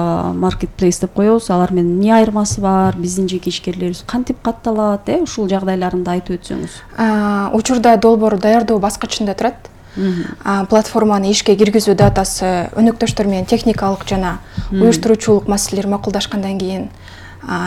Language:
Kyrgyz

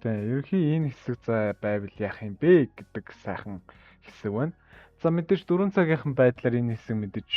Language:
Mongolian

